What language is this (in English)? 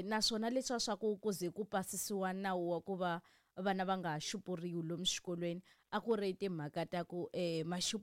Tsonga